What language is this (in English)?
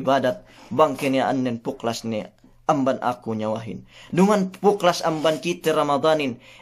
Yakan